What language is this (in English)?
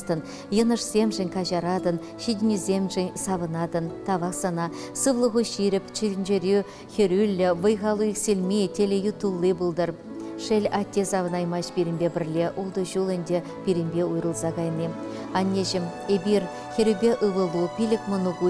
Chuvash